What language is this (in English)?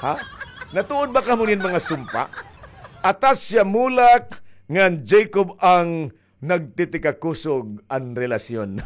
Waray